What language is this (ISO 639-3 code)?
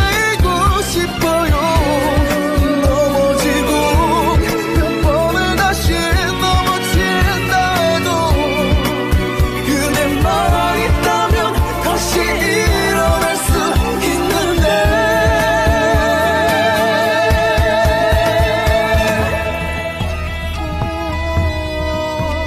kor